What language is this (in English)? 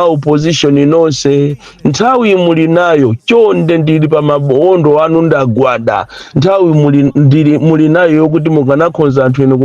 Nyanja